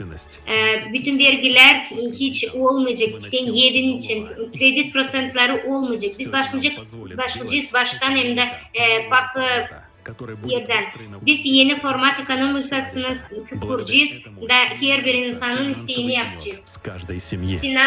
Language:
Gagauz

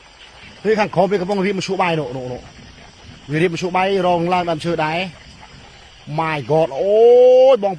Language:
Khmer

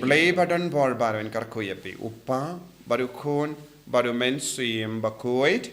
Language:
Khasi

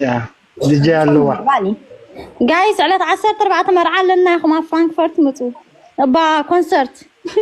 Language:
Tigrinya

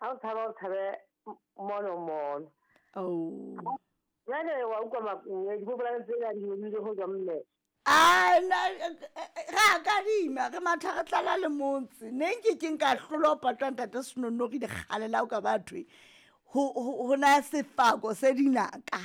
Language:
Southern Sotho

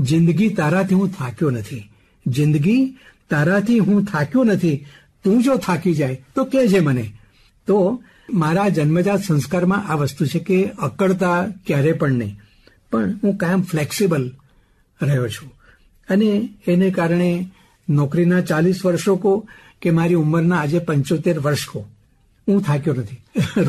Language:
Gujarati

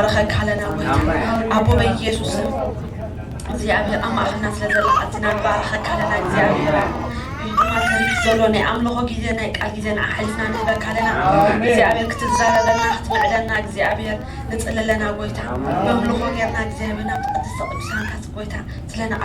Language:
Tigrinya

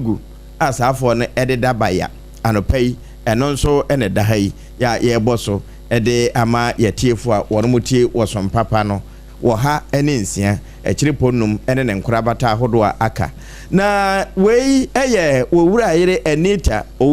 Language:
Akan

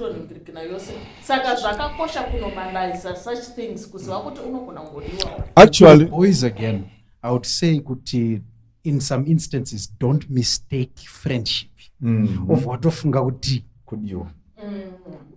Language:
Shona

